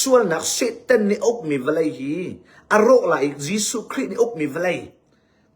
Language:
Hakha Chin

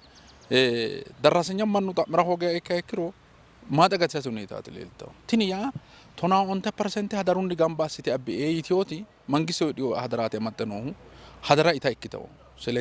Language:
Sidamo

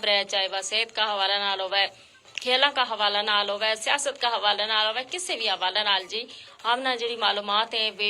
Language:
Gujari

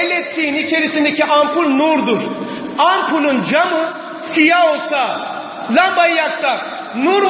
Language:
Turkish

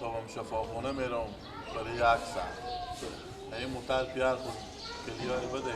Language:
Persian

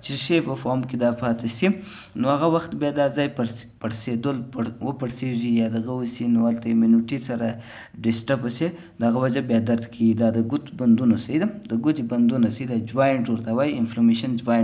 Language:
Pashto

